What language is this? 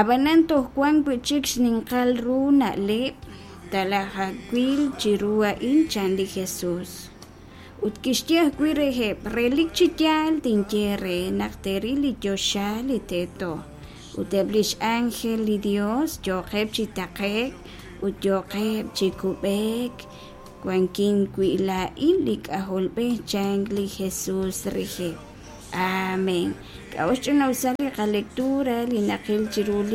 Kekchí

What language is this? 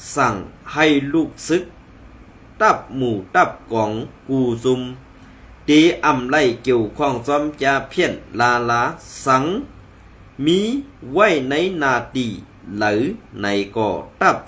Shan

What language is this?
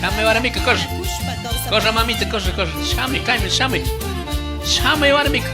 Chimborazo Highland Quichua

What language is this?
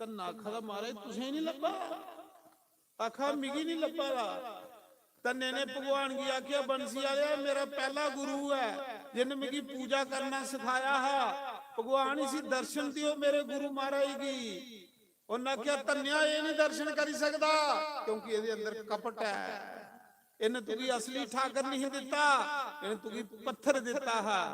Dogri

